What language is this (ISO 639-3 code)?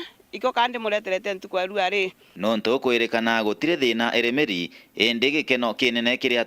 mer